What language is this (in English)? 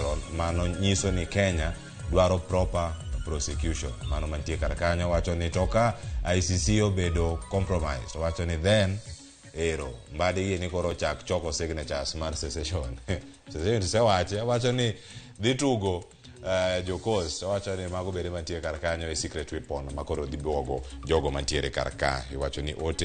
Luo (Kenya and Tanzania)